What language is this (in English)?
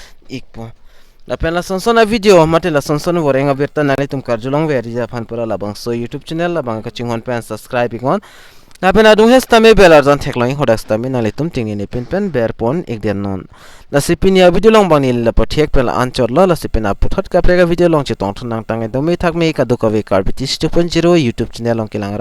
Karbi